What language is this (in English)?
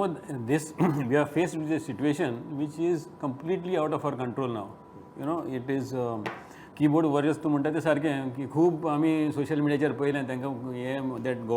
Konkani